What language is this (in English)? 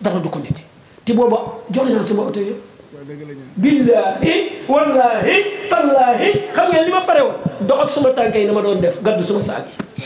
Wolof